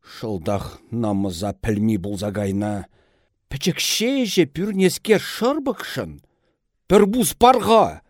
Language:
Chuvash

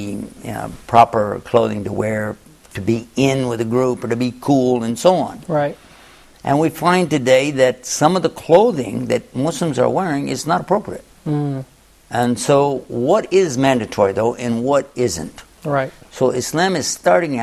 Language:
English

